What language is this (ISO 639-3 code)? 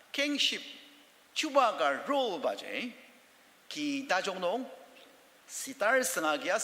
njo